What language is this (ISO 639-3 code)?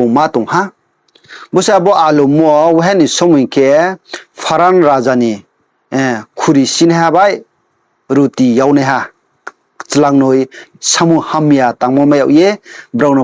ria